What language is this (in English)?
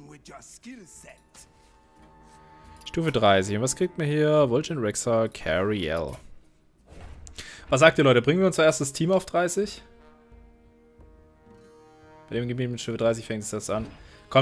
German